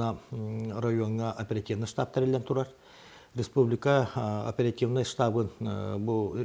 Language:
Yakut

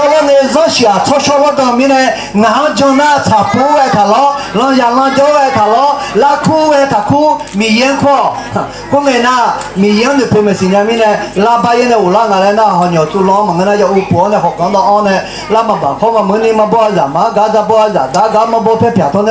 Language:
Akha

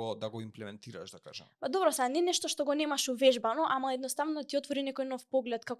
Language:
Macedonian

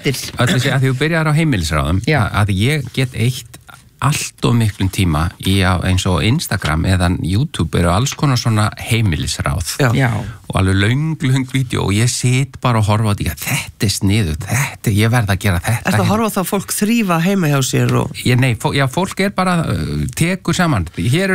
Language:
Icelandic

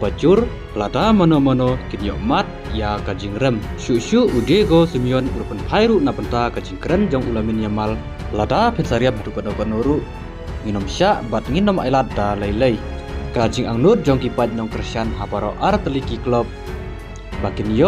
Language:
Khasi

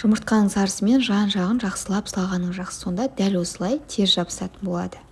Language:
Kazakh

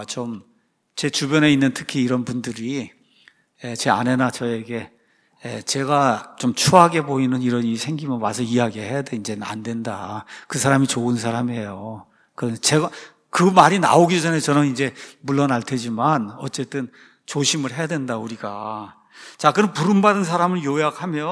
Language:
Korean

